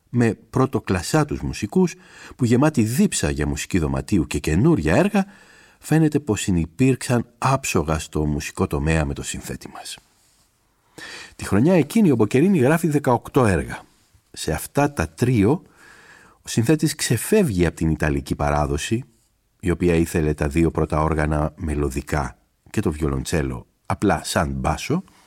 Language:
Greek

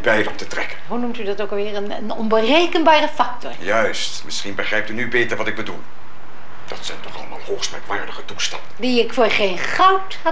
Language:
Dutch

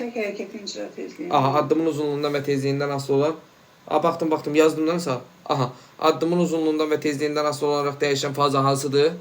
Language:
Azerbaijani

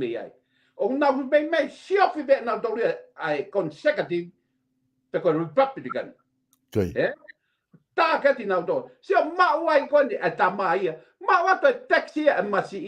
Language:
Tongan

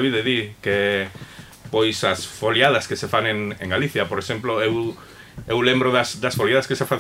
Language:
Galician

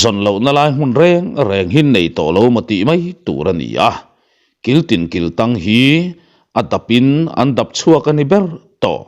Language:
Mizo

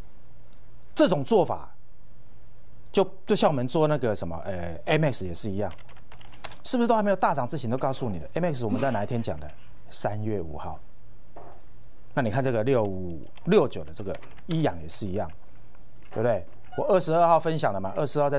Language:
Chinese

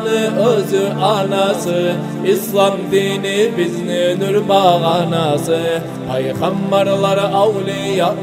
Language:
Kumyk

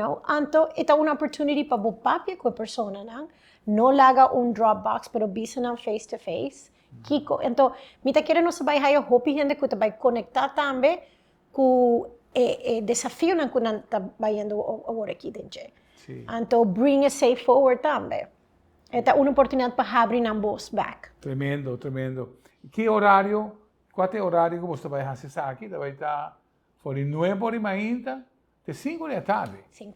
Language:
Papiamento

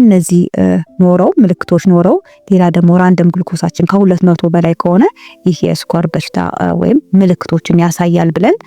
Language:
Amharic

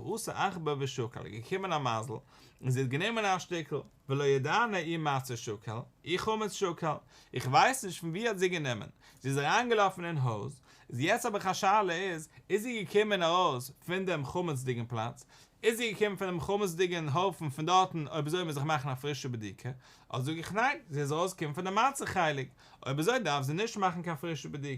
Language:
Yiddish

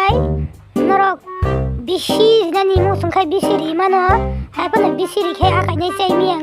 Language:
Kok Borok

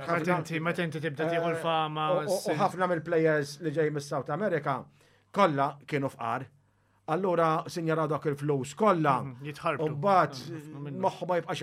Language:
Maltese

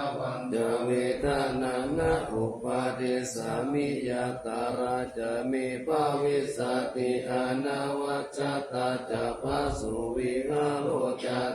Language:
Pali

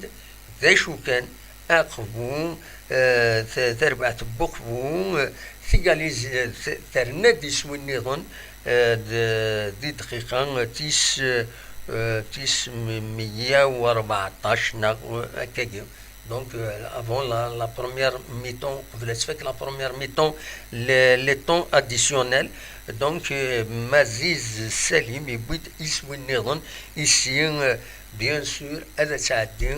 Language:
Kabyle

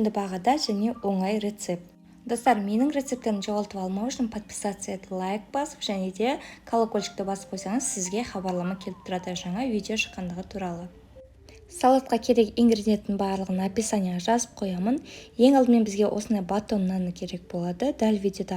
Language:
Kazakh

